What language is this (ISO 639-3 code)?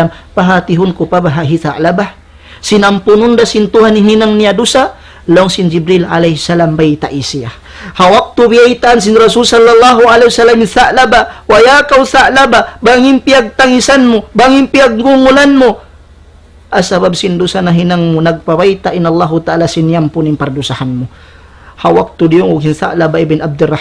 tsg